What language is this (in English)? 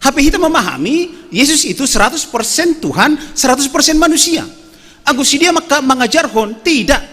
Batak Simalungun